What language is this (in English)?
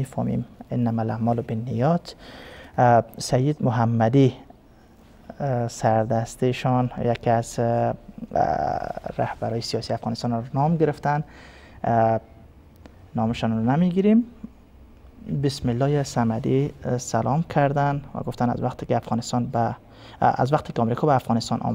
Persian